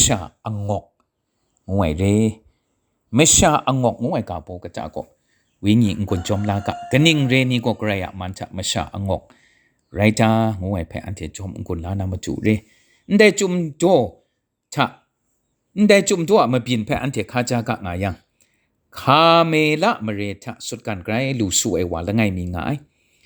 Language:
Kachin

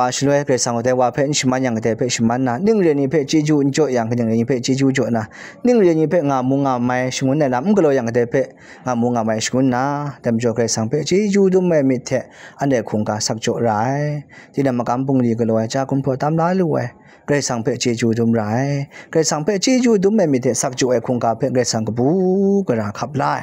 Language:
Kachin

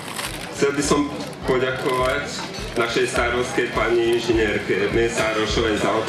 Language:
Slovak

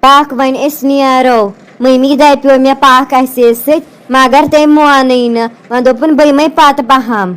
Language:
Kashmiri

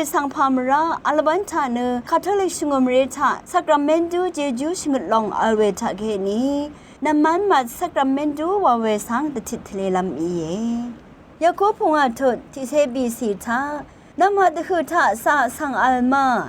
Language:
Rawang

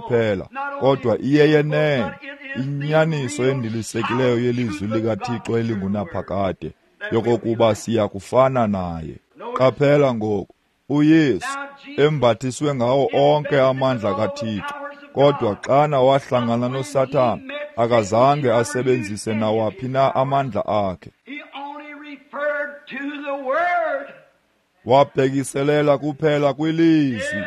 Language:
Xhosa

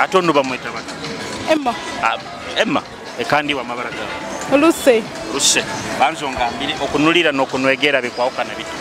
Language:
Nyoro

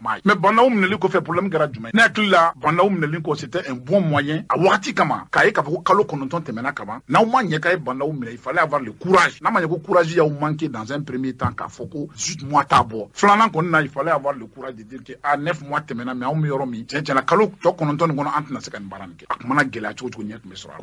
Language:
Bambara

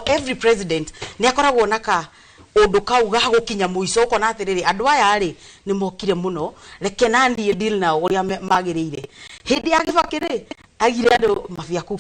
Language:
Kikuyu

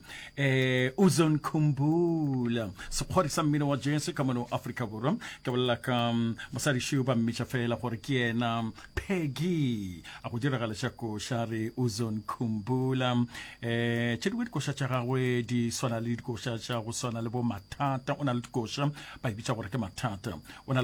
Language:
Northern Sotho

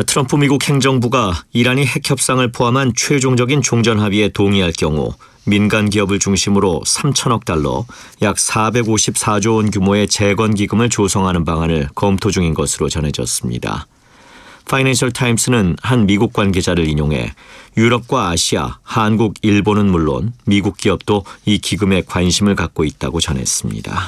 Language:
Korean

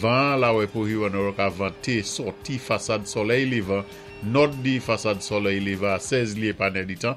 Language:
Saint Lucian Creole French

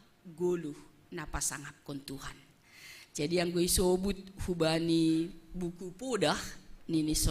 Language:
Batak Simalungun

